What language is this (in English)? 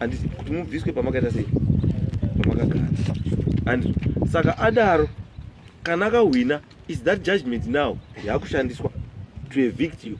Shona